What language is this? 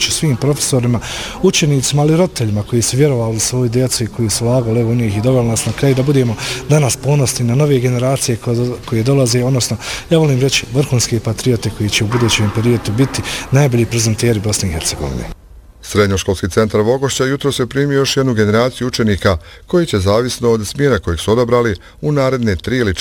Bosnian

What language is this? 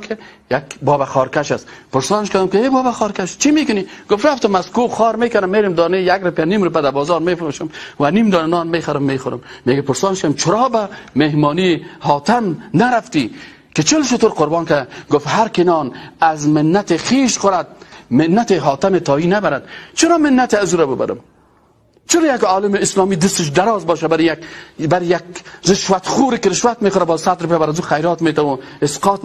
Persian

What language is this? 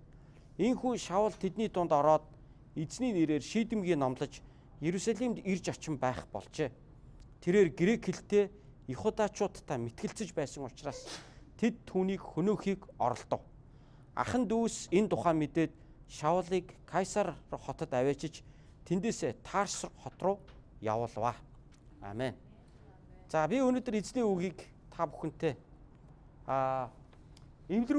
Mongolian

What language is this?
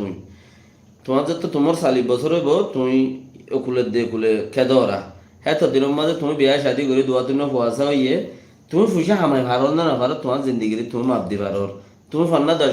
Rohingya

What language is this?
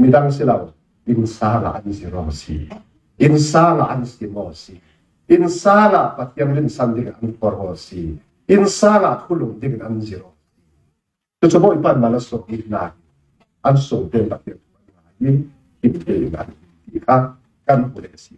Falam Chin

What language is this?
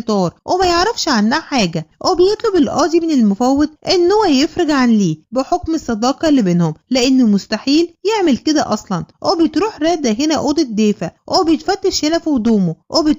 Egyptian Arabic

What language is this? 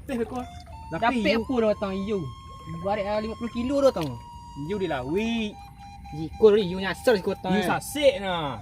Minangkabau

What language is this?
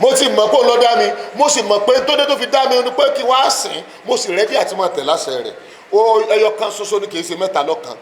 Yoruba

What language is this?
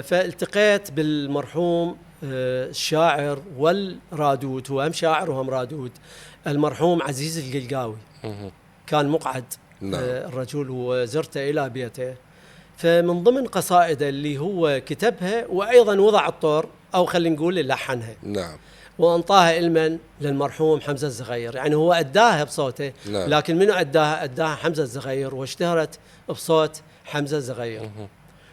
Mesopotamian Arabic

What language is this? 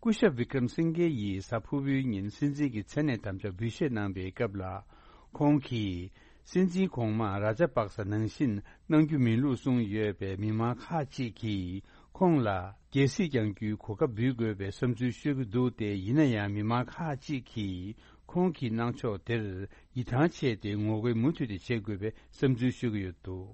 Tibetan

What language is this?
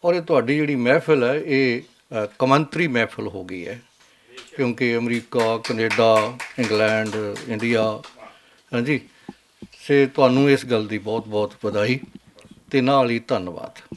Western Panjabi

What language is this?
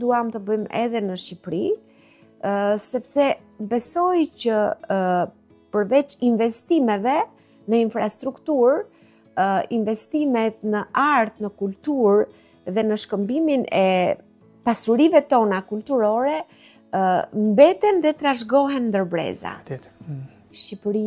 Albanian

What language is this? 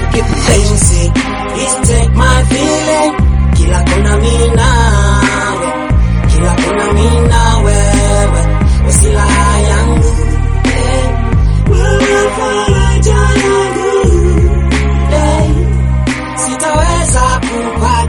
Swahili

